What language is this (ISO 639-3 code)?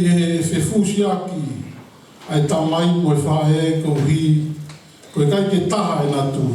ton